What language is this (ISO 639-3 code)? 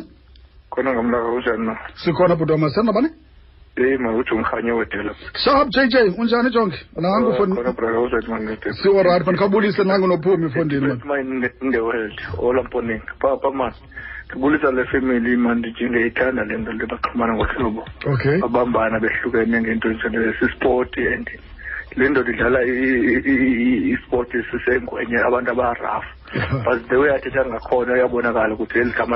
xho